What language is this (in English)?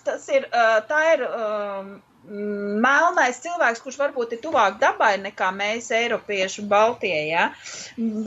Latvian